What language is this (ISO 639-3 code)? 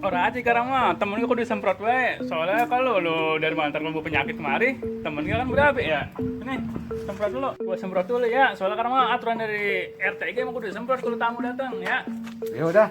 bew